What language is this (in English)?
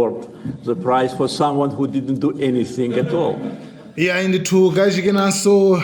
Nyanja